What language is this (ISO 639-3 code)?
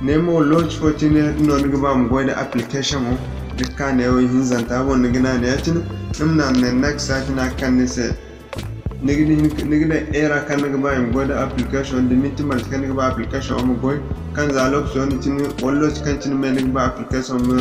dje